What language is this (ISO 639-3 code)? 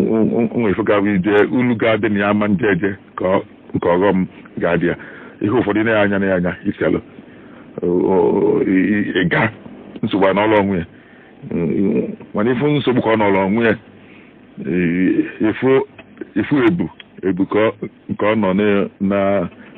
ibo